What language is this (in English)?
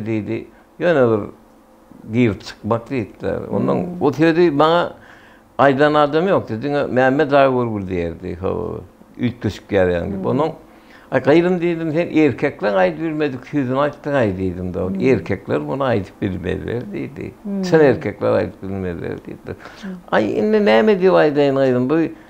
Turkmen